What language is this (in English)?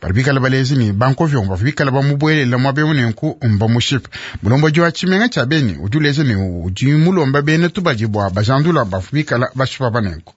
Luba-Lulua